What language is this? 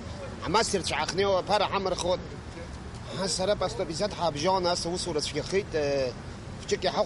Abkhazian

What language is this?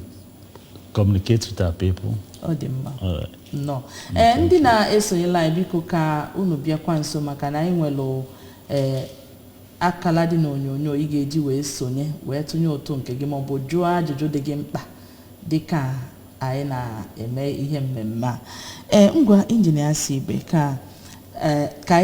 Igbo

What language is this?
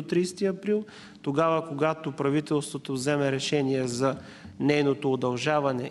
Bulgarian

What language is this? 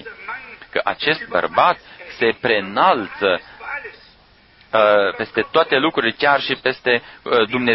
Romanian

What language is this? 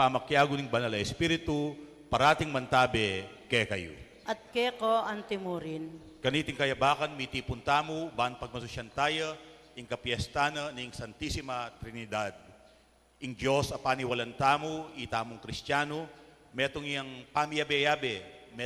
Pampanga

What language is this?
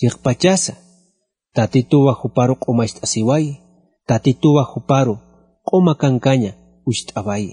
Aymara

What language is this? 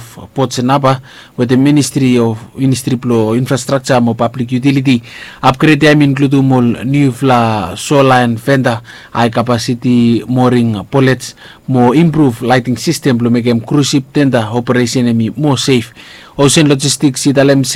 Bislama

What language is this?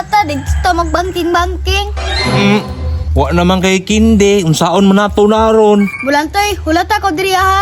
Cebuano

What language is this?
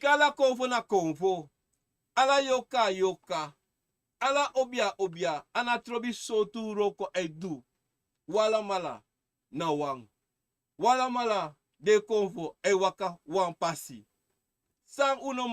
Sranan Tongo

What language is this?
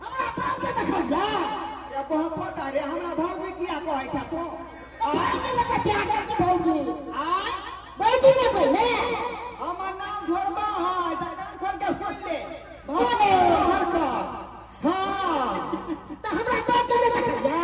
Maithili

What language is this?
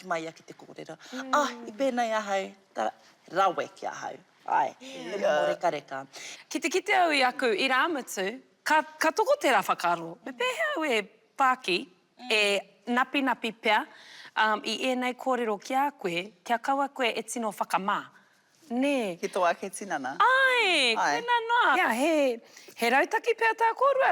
Māori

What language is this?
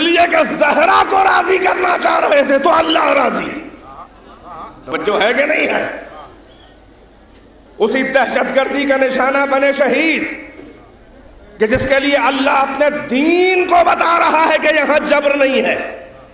Urdu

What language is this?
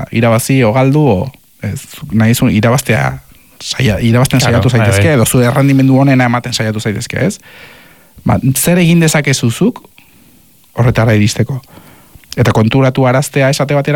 Basque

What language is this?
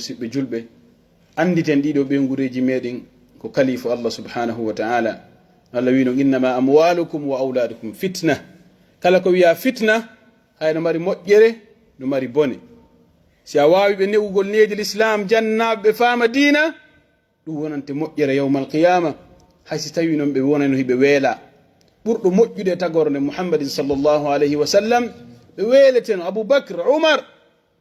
Pular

